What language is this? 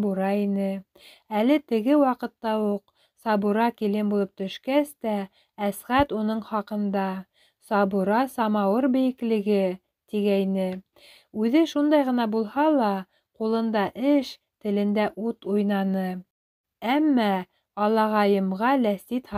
Bashkir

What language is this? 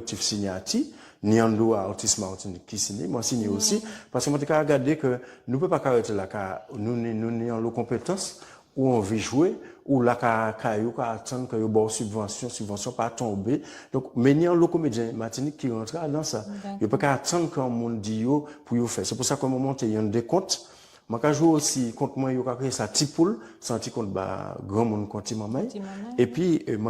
Guadeloupean Creole French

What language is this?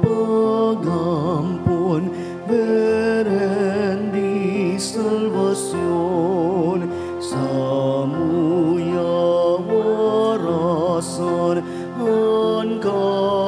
Bikol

